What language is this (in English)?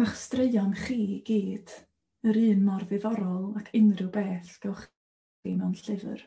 Welsh